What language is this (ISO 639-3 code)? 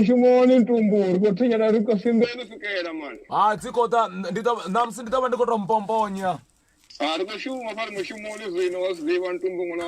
ven